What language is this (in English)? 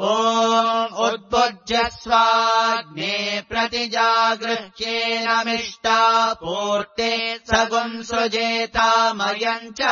Sanskrit